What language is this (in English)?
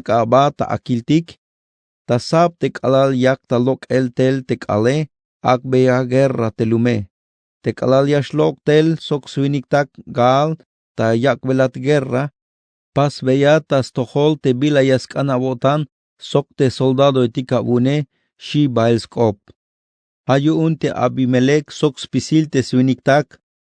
Tzeltal